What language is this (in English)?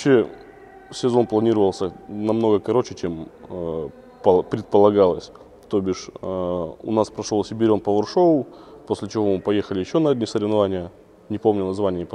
Russian